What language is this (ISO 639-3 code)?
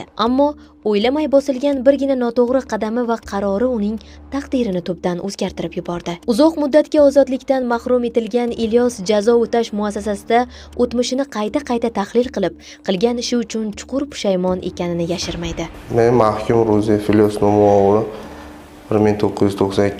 uzb